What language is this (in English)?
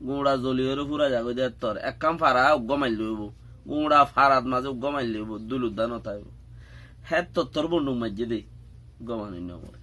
Rohingya